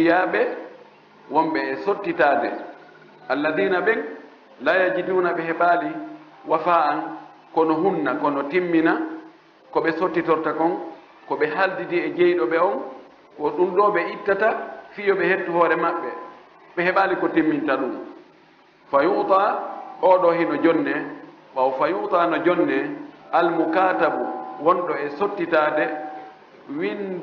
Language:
Fula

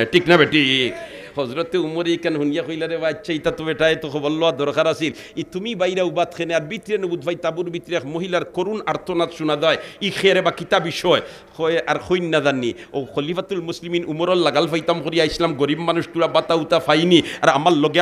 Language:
Sylheti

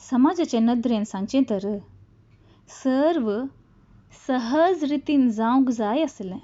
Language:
Konkani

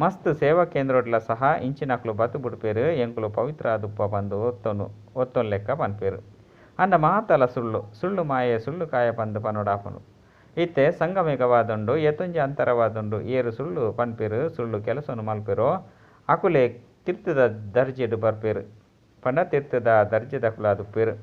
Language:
Tulu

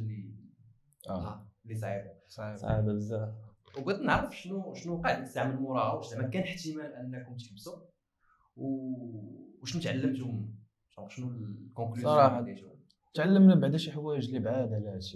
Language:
Moroccan Arabic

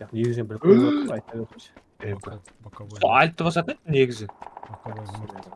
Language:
Kara-Kalpak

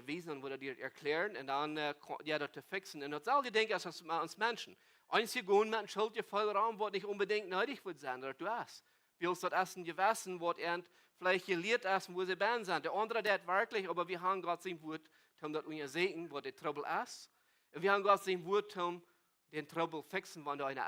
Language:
Plautdietsch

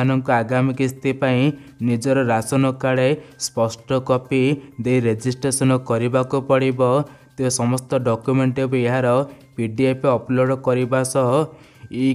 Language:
Odia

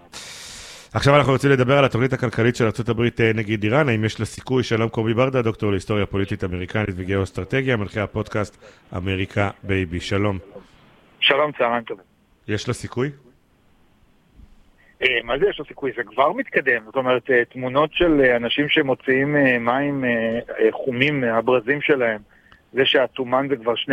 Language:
Hebrew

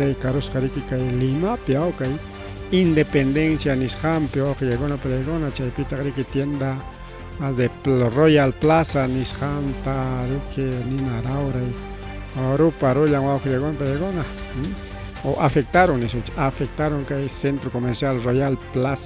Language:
Ayacucho Quechua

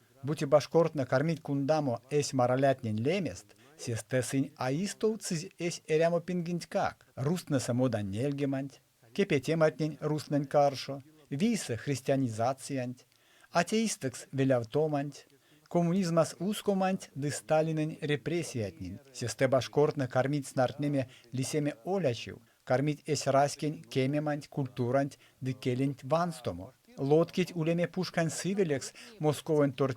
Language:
Erzya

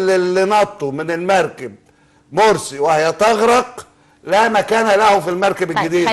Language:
Egyptian Arabic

